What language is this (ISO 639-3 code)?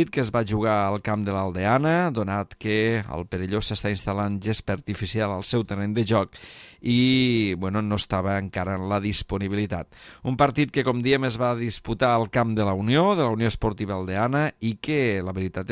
cat